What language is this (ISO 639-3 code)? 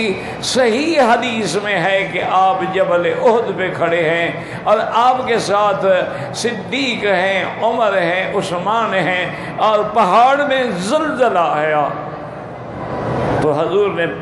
urd